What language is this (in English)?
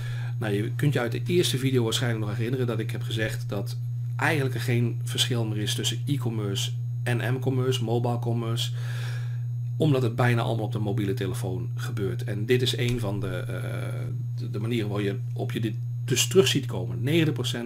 Dutch